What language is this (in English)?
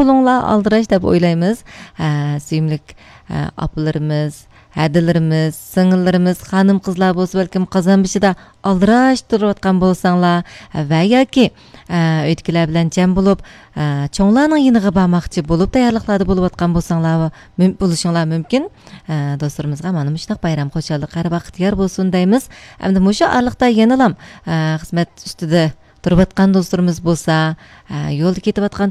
Uyghur